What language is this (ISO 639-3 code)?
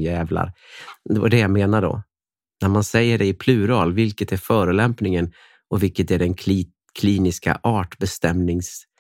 swe